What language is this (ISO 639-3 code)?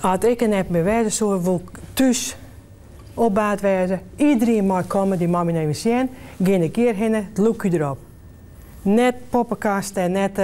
fry